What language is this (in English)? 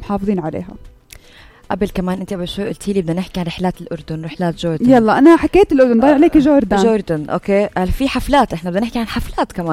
North Levantine Arabic